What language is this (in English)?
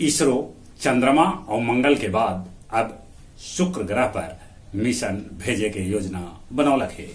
Magahi